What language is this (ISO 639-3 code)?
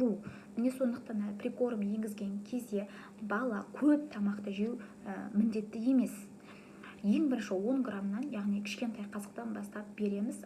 kaz